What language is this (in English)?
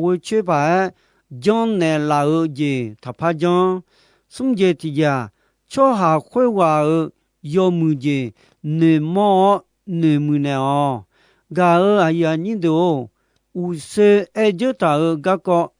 Akha